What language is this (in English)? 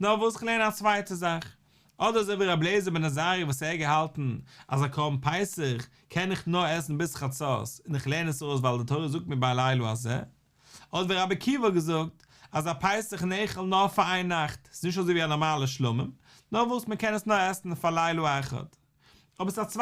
Yiddish